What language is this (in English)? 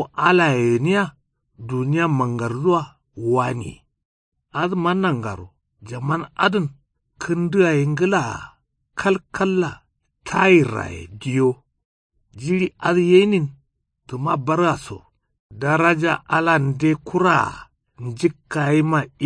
Kanuri